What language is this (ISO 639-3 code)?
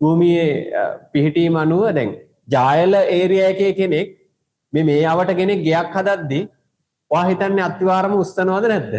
sin